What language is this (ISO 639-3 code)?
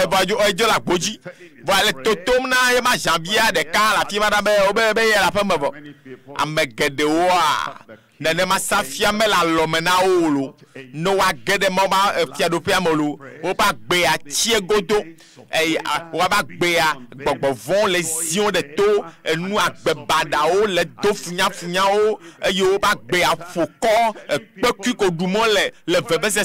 ewe